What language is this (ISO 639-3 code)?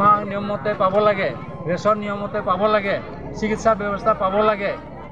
asm